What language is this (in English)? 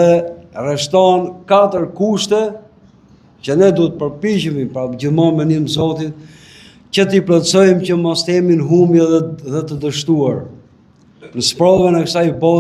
Albanian